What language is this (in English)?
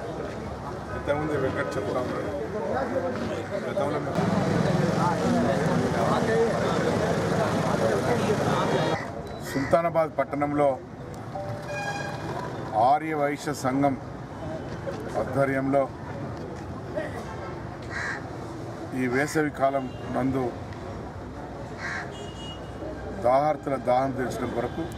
Telugu